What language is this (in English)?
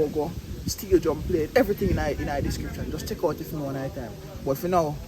Jamaican Creole English